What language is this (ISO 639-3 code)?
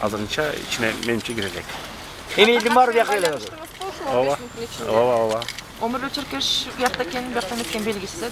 kir